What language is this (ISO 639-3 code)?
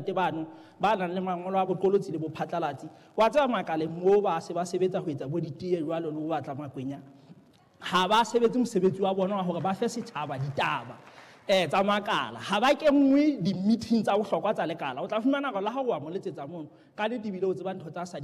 sot